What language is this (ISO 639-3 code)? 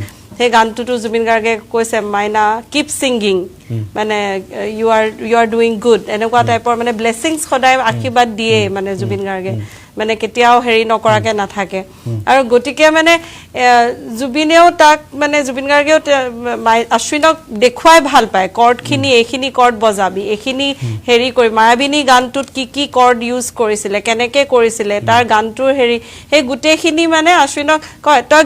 asm